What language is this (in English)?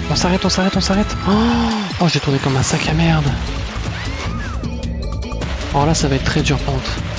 French